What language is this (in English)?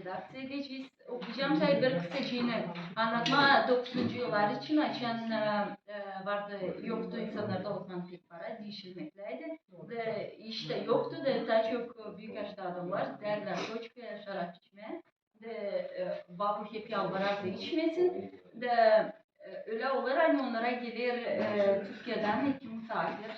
Gagauz